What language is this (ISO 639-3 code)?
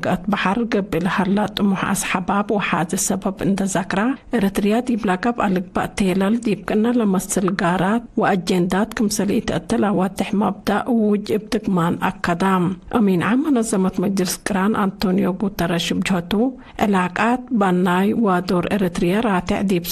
tig